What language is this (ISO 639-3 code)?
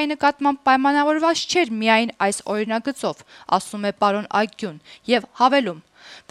hye